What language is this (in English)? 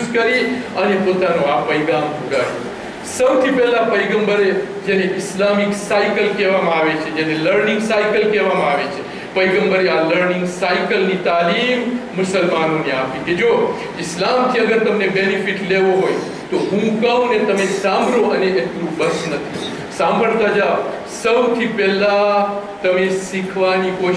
Gujarati